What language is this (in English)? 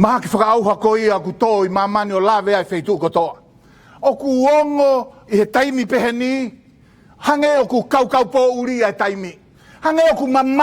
Tongan